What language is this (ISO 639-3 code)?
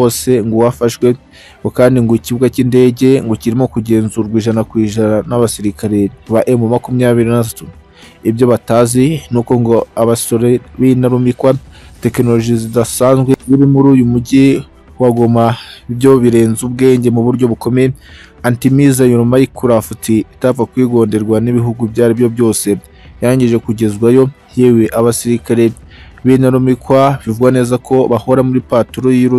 kin